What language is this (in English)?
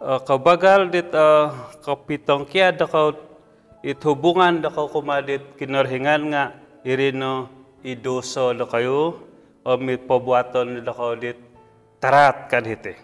Central Dusun